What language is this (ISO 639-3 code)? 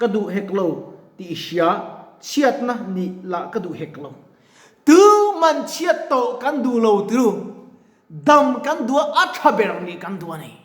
lus